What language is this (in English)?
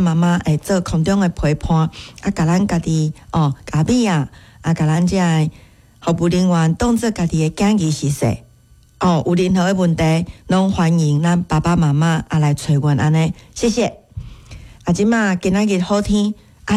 Min Nan Chinese